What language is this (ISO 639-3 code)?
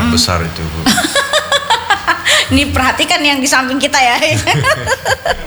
ind